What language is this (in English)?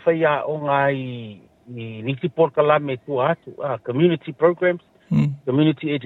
Samoan